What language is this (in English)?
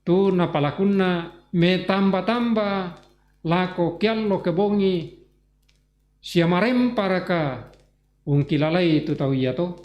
Toraja-Sa'dan